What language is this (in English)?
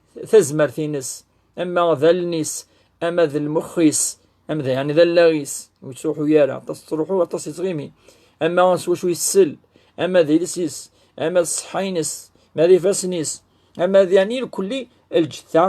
Kabyle